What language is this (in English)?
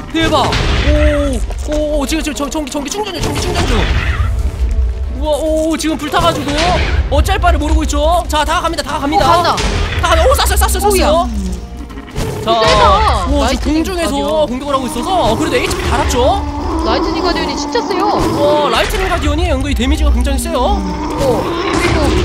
Korean